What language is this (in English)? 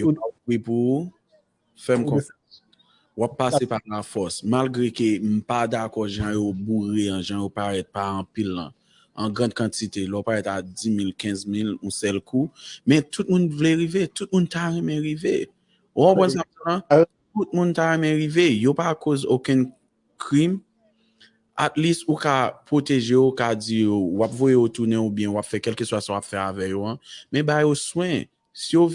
Haitian Creole